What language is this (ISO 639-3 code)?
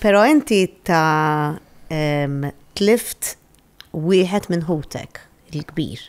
mlt